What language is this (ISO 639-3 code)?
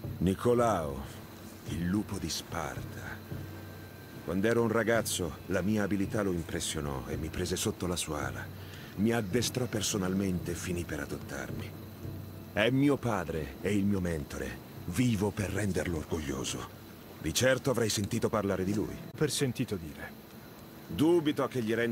ita